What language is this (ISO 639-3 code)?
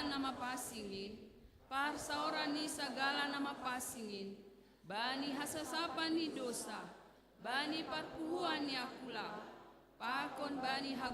bts